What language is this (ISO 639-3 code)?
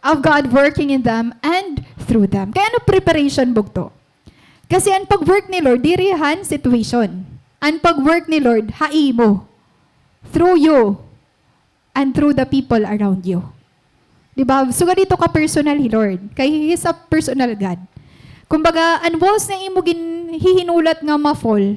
war